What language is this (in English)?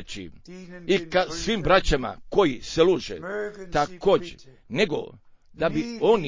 Croatian